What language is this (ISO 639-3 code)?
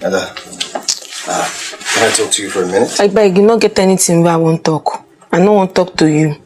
pcm